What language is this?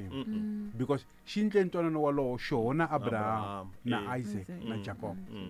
Tsonga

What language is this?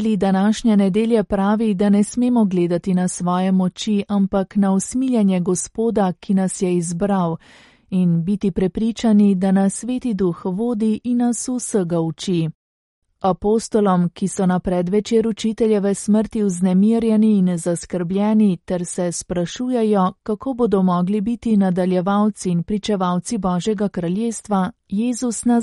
Slovenian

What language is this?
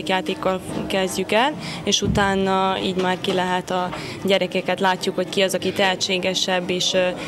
Hungarian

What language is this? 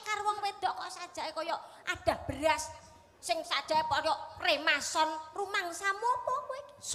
Javanese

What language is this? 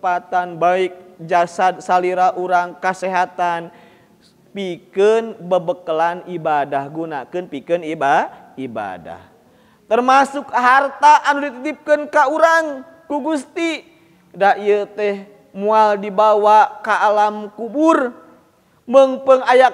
Sundanese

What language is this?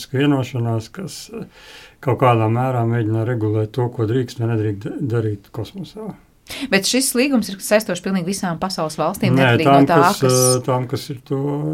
Latvian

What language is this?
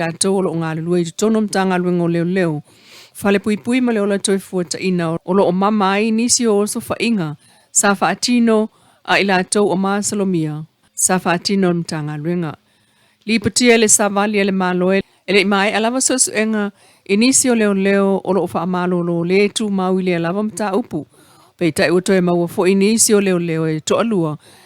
Samoan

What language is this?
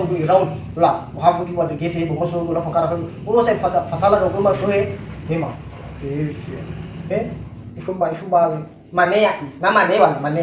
Nias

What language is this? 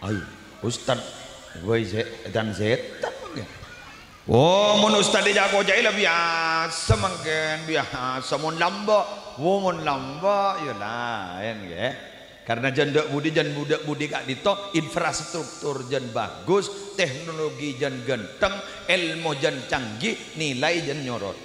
Madurese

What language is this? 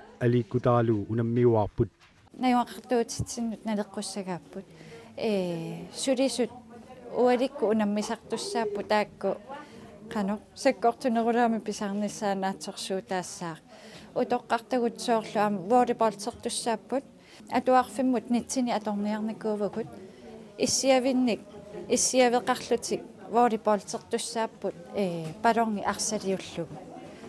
Kalaallisut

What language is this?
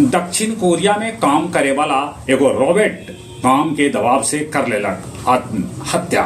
Magahi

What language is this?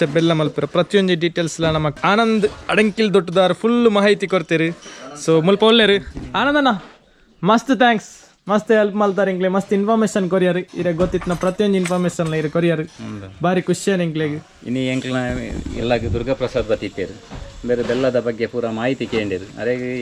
Tulu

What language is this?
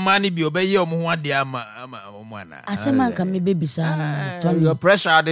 Akan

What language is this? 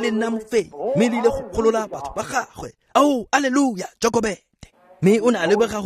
Tswana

